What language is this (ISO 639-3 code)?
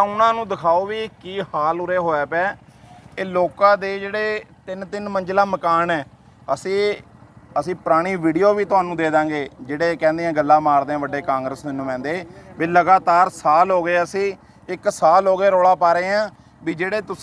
pan